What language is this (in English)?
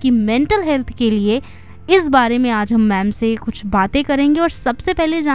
Hindi